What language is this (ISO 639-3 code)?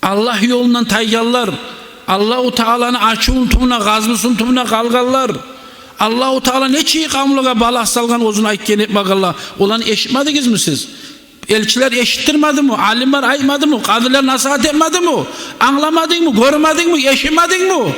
kum